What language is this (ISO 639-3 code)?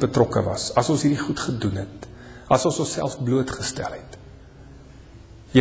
afr